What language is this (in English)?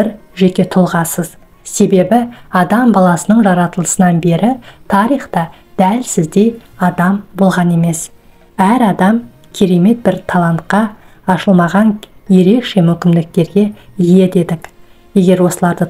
Kazakh